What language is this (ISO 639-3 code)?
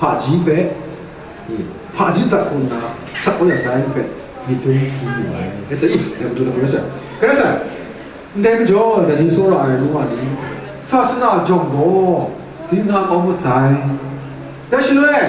kac